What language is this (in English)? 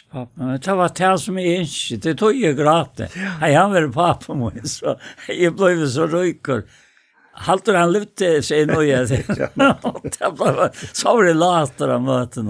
Faroese